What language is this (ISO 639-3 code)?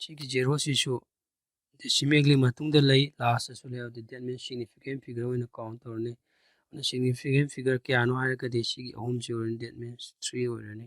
mni